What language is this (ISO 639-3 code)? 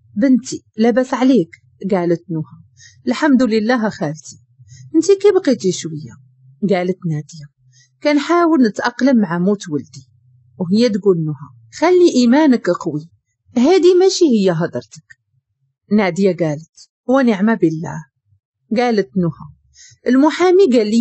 ary